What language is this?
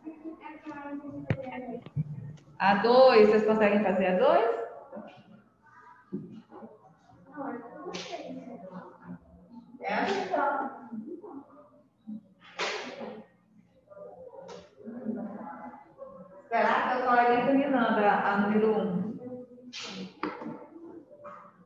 Portuguese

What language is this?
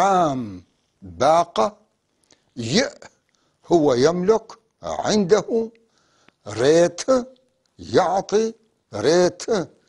North Levantine Arabic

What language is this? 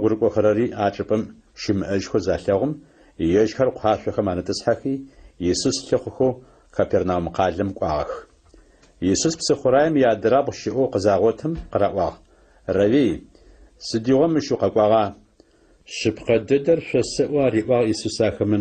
Adyghe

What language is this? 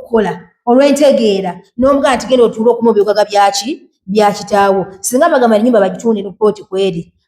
Ganda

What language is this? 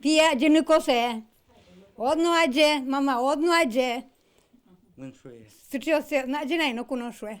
Udmurt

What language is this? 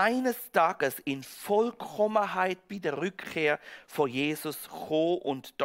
Swiss German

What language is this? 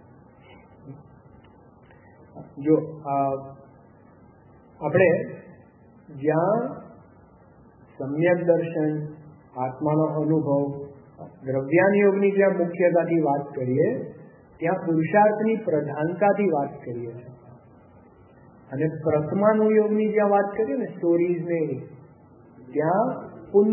Gujarati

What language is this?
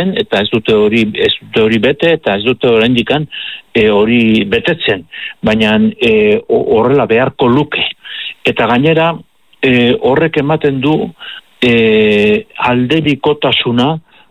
Basque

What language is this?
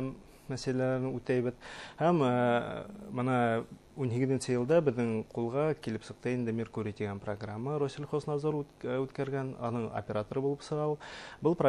Bashkir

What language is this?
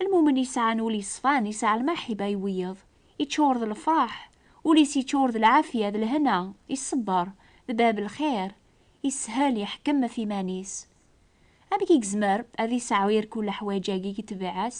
Kabyle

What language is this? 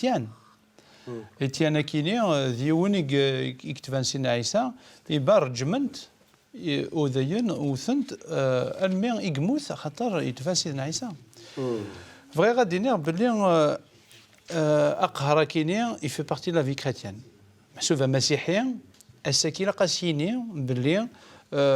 Kabyle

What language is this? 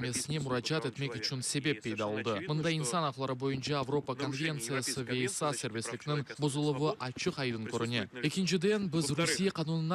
Crimean Tatar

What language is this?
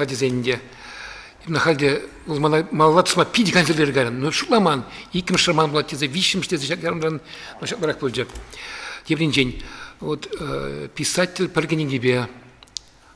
Chuvash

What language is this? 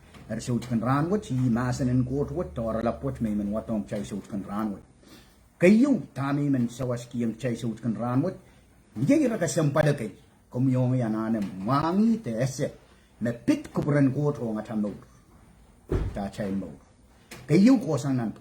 Pohnpeian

